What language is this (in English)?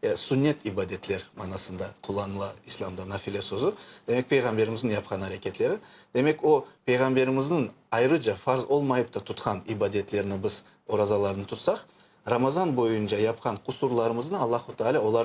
Crimean Tatar